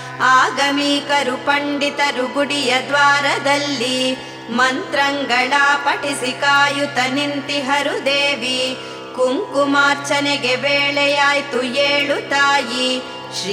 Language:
Kannada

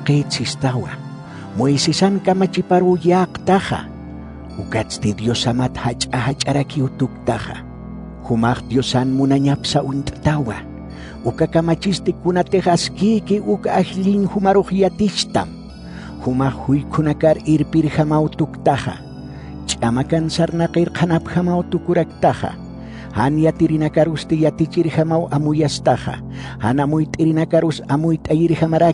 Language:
Aymara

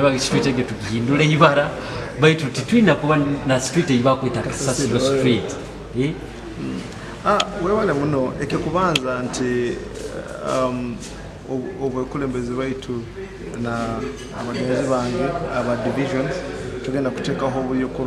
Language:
Nyoro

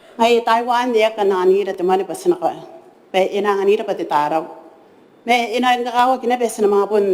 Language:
Gilbertese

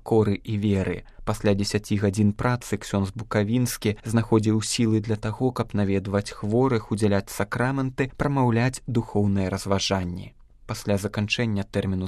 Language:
Belarusian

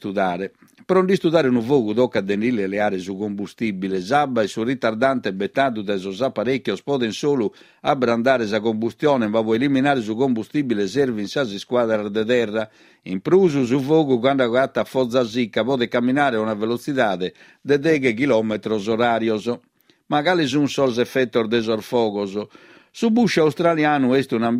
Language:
Sardinian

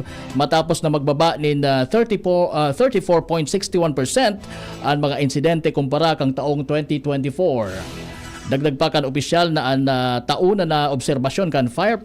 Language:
Bikol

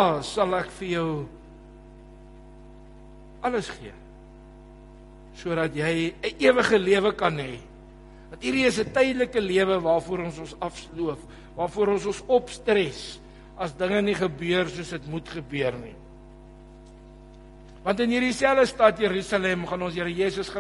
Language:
Afrikaans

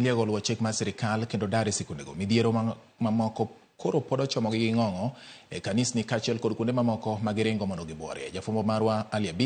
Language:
Luo (Kenya and Tanzania)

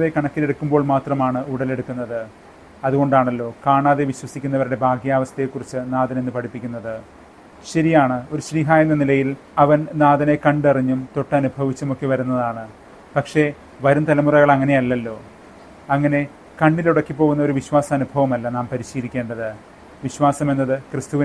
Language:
Malayalam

